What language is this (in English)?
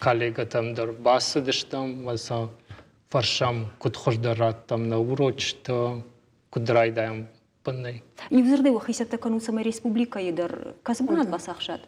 Ossetic